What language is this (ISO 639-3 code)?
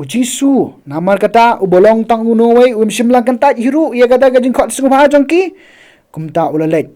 kha